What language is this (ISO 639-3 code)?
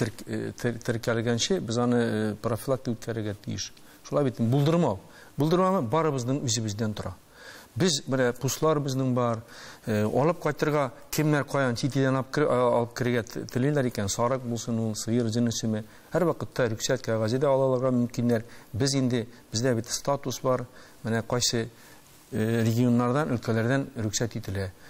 tat